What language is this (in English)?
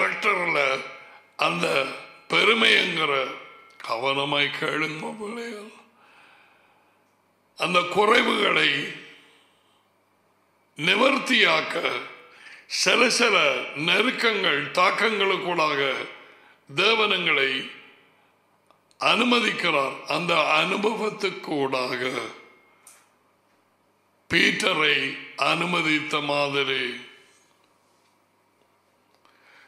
Tamil